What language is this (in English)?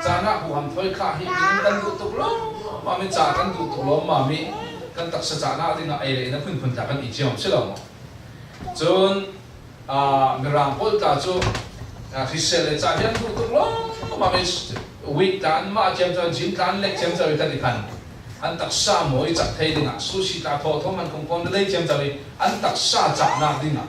Falam Chin